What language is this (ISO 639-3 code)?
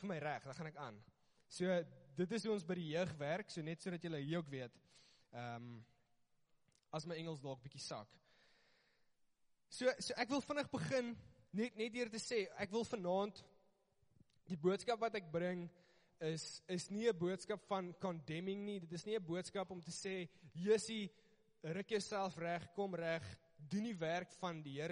afr